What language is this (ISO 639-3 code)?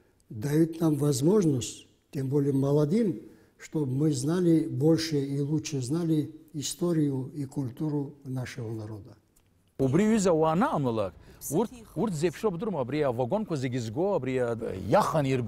abk